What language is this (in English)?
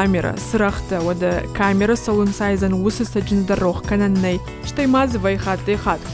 Ossetic